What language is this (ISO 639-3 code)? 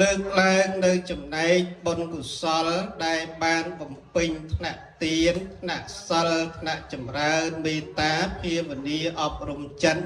khm